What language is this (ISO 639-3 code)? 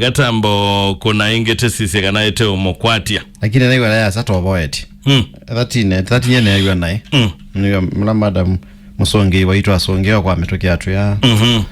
kam